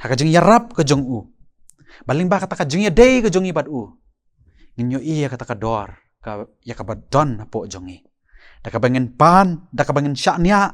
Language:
Khasi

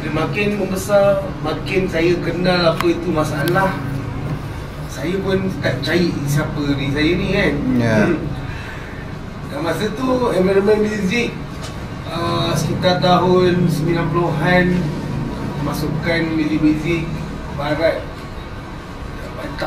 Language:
Malay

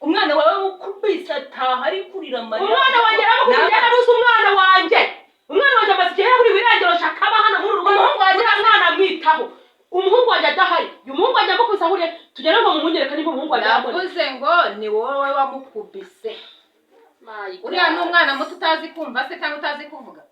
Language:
Kinyarwanda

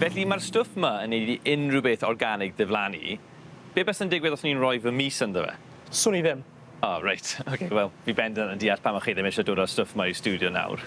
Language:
Welsh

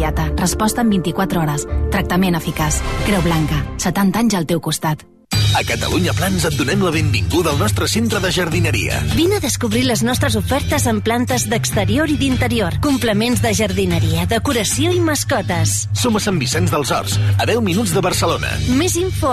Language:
Catalan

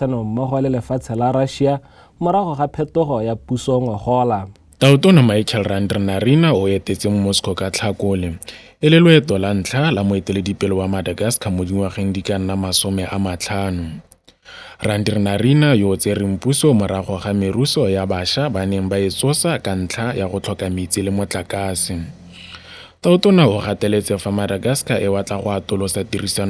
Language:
Tswana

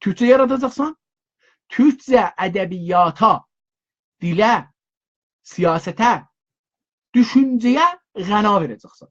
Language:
South Azerbaijani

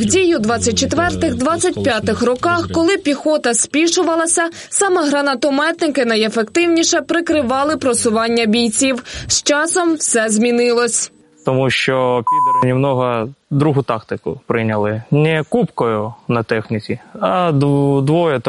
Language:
Ukrainian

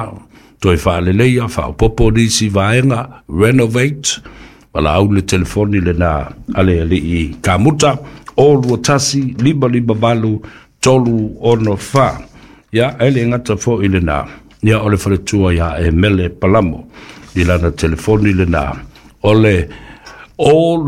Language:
Samoan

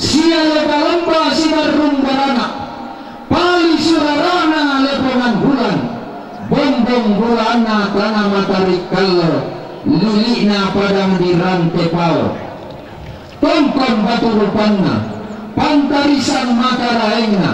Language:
Toraja-Sa'dan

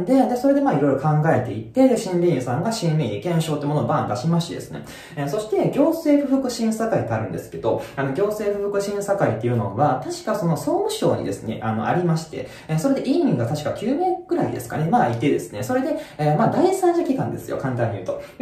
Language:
Japanese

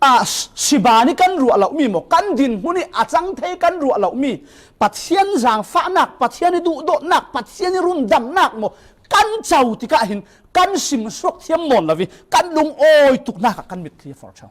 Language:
Falam Chin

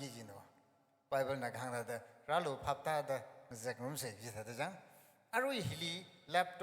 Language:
Tangkhul Naga (India)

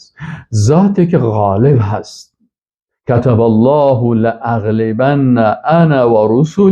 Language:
Persian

